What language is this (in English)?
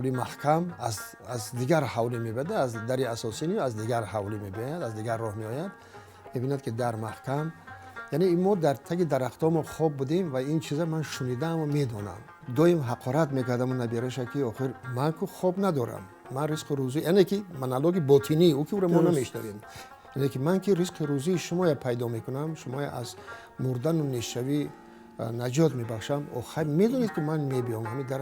Tajik